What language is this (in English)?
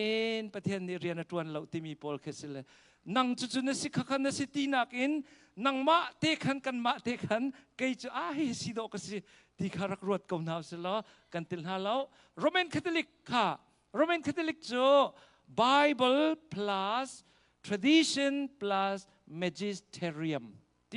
Hakha Chin